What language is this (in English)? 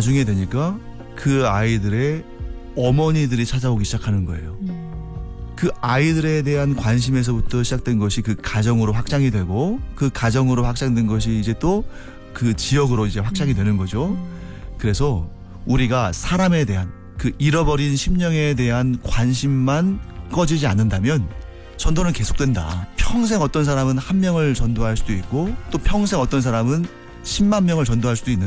Korean